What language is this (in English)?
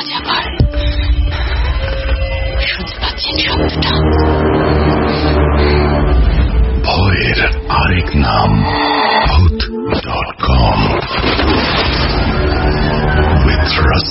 Bangla